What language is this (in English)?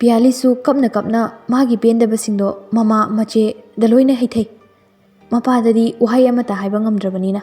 Manipuri